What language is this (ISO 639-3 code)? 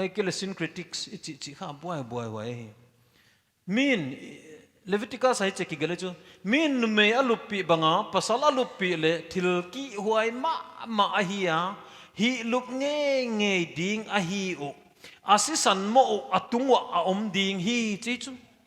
pck